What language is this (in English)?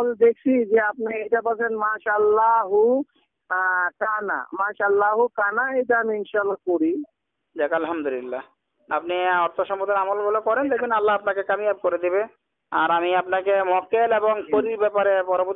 Bangla